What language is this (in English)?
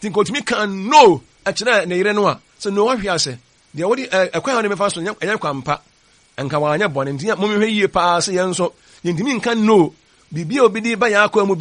Akan